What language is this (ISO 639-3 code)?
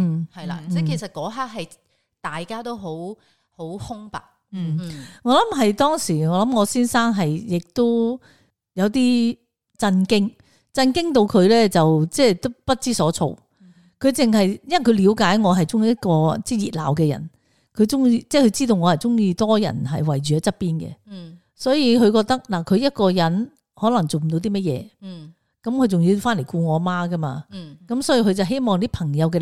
yue